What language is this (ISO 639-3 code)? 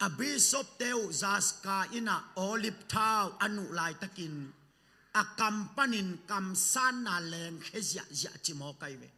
ctd